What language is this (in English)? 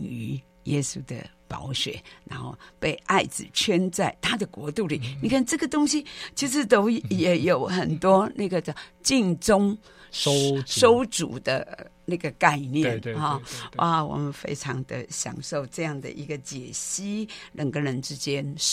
Chinese